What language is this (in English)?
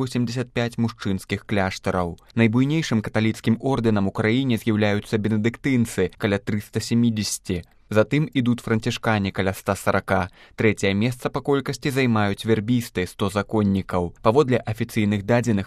Belarusian